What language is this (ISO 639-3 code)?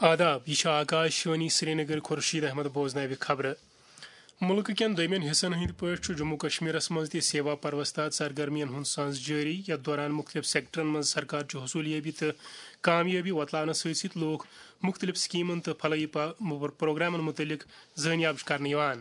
kas